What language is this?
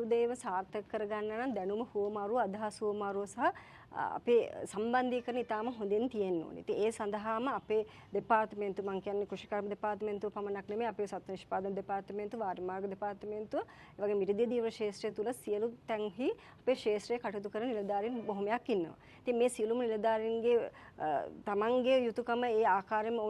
Sinhala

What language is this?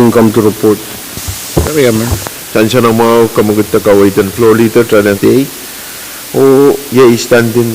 Pohnpeian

